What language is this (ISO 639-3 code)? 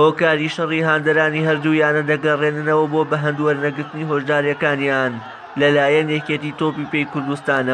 ckb